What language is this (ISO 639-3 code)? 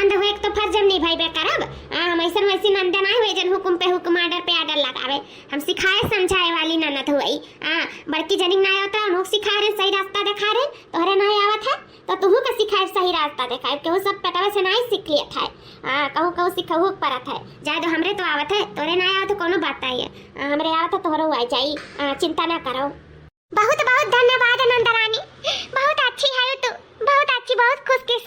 awa